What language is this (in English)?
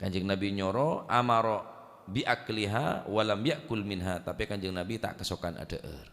Madurese